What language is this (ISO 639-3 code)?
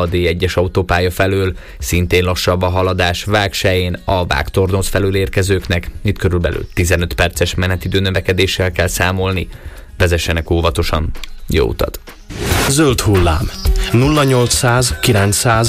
hun